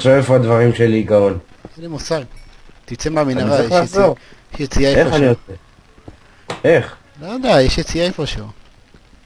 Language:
Hebrew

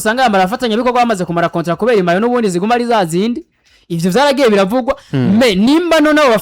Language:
Rundi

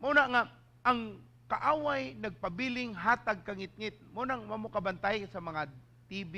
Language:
Cebuano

